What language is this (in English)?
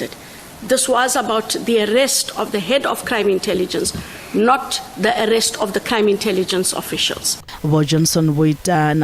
Venda